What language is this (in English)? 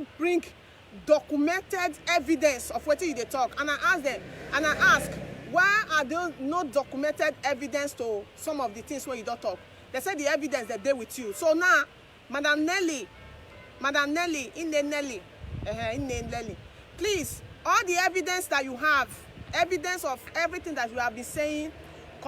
Nigerian Pidgin